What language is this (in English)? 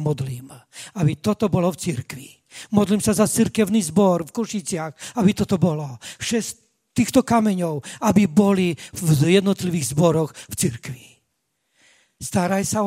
Slovak